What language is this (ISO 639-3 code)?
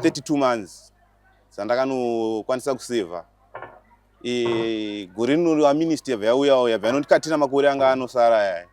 sna